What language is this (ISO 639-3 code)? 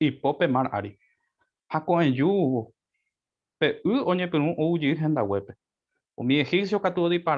grn